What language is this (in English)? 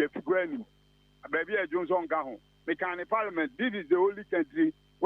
Akan